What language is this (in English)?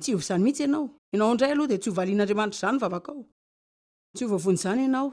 Malagasy